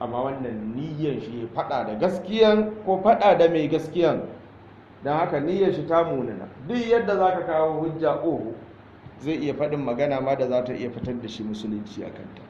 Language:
Hausa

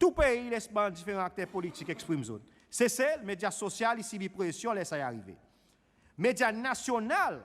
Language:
Seselwa Creole French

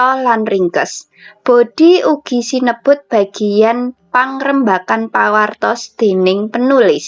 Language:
Javanese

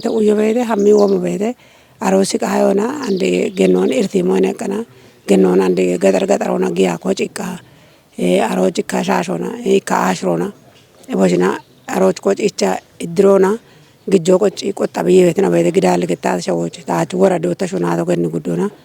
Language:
Kafa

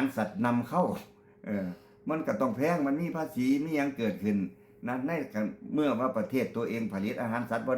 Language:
Lao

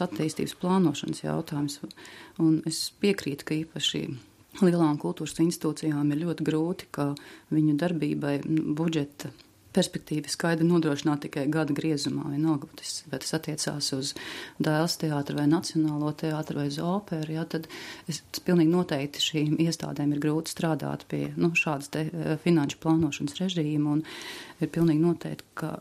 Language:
Latvian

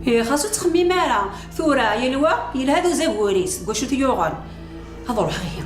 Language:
Kabyle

